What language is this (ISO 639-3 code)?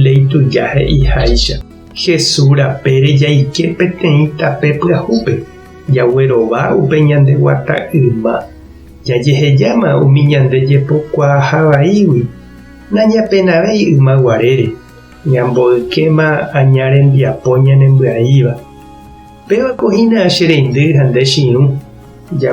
grn